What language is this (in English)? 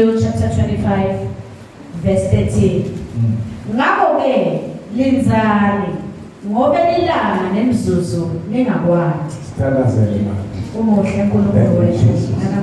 Zulu